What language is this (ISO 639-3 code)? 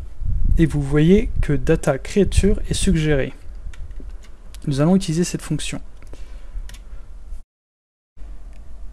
fra